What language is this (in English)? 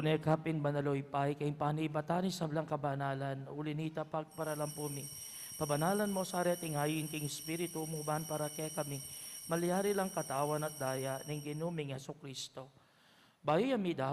Pampanga